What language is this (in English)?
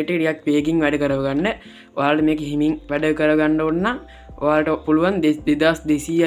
Sinhala